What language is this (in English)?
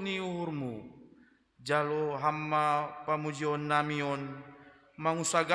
Batak Simalungun